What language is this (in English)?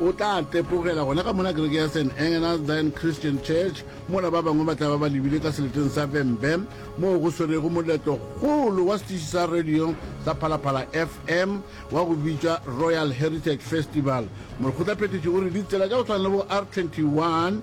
Northern Sotho